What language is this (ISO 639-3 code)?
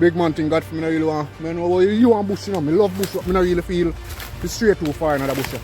jam